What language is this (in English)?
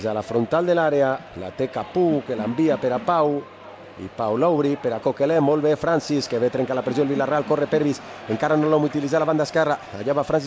Catalan